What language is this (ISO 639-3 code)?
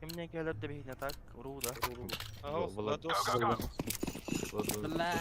sah